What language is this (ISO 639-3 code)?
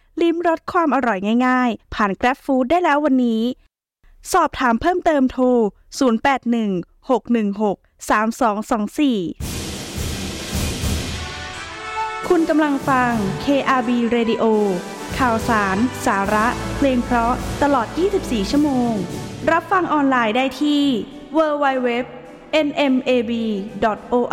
tha